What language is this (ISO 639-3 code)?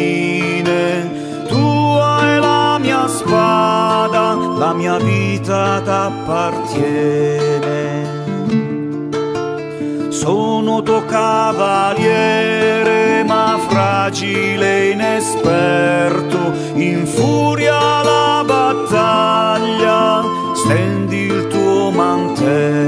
ita